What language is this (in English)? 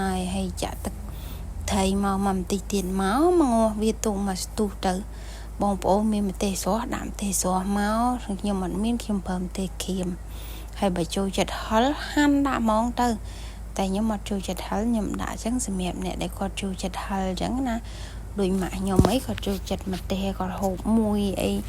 Khmer